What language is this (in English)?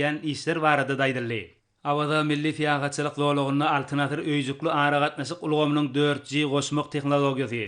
Turkmen